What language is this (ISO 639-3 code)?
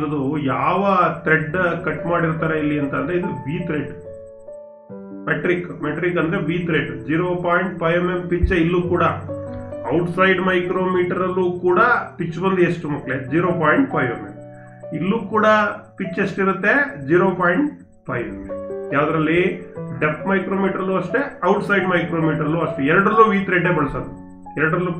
kan